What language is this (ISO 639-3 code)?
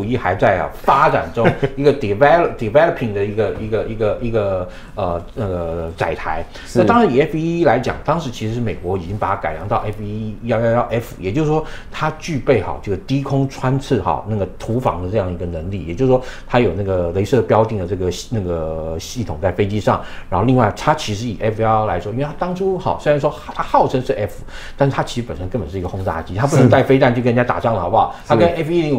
zho